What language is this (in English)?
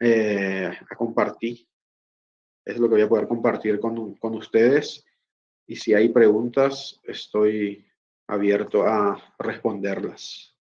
Guarani